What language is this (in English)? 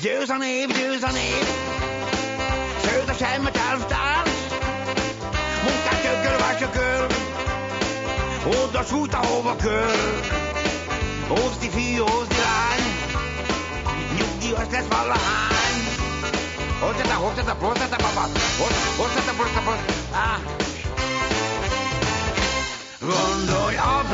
Hungarian